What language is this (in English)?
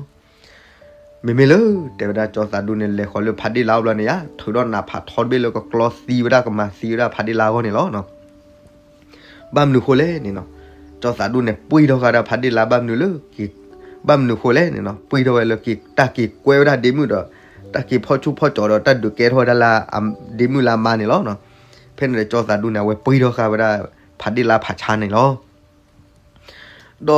S'gaw Karen